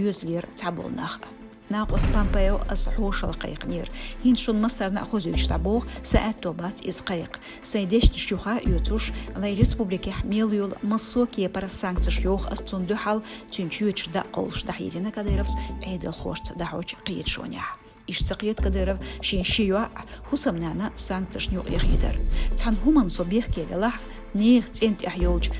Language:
Chechen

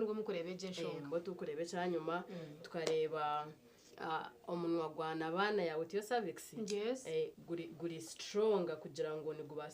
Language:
Nyankole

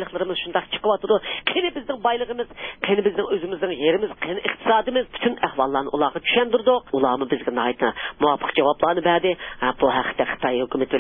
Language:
Uyghur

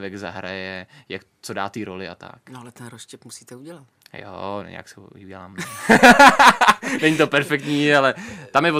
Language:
Czech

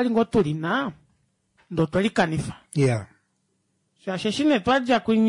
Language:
Kuanyama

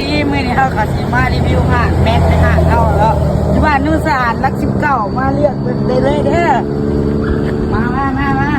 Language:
Lao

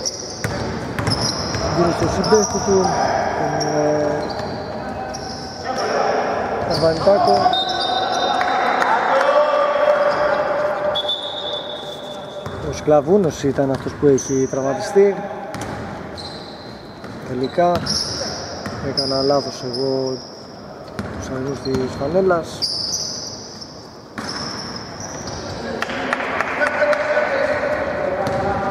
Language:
Greek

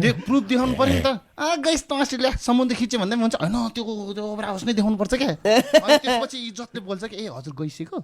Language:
Nepali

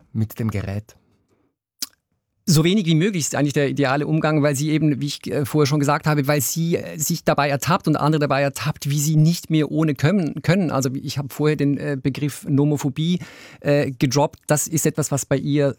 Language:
German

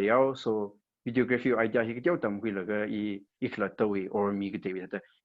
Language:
Tangkhul Naga (India)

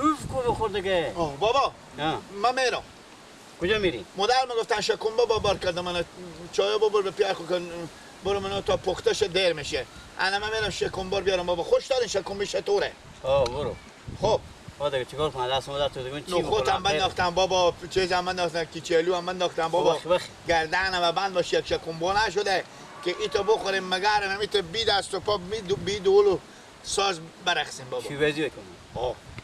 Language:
Persian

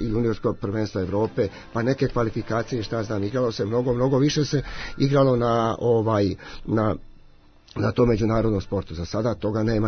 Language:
Serbian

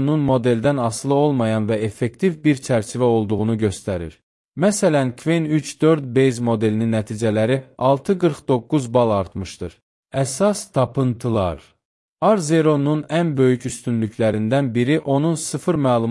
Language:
Azerbaijani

